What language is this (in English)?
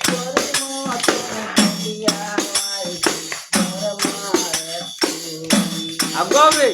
Sylheti